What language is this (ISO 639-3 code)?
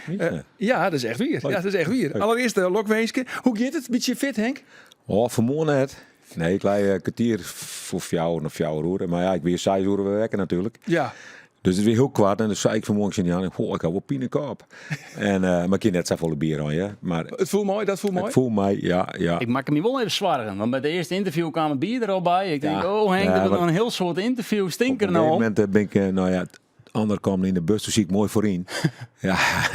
fry